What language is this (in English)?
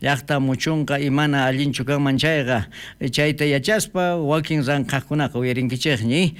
South Bolivian Quechua